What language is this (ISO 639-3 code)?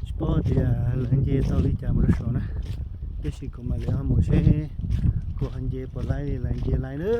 hmn